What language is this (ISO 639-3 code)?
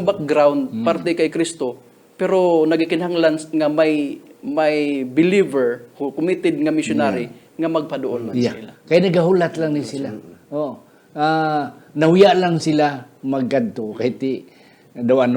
hil